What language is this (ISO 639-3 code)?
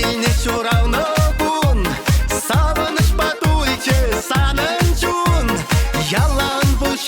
chv